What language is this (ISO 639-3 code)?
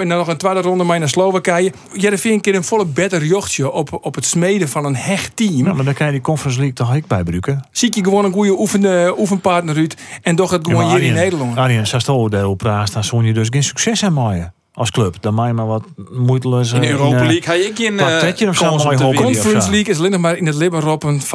fry